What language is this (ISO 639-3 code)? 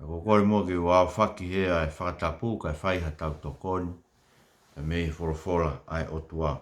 ton